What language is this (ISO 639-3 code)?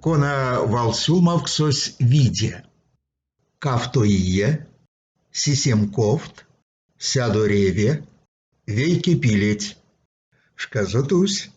myv